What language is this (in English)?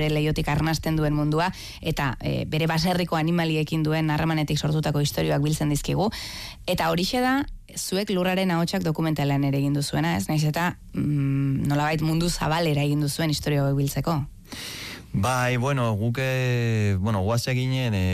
Basque